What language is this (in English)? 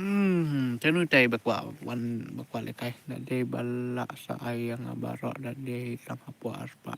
Khasi